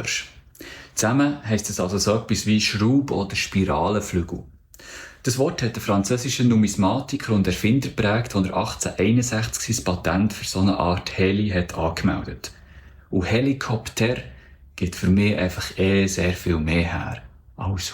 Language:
Swiss German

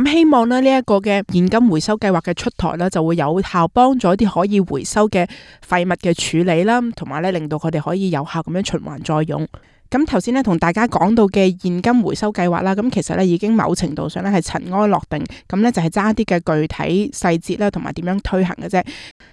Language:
Cantonese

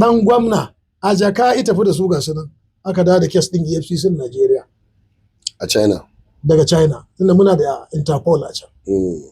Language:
Hausa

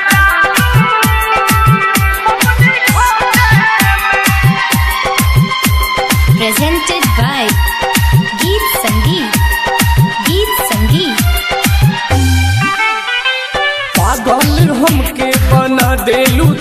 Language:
Bhojpuri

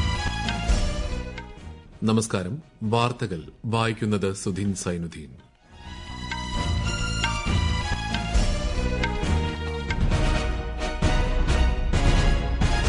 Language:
Malayalam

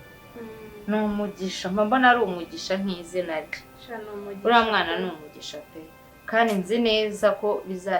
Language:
Kinyarwanda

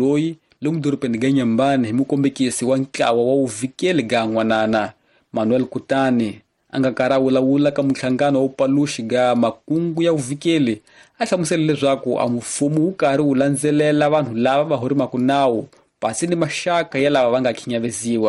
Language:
Tsonga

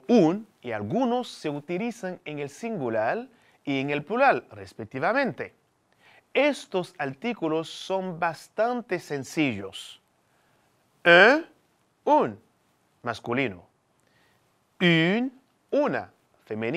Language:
Spanish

